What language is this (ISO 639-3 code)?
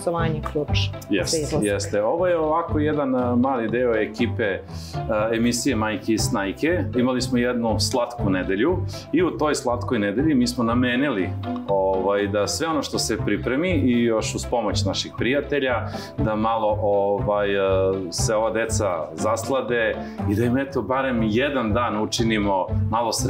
srp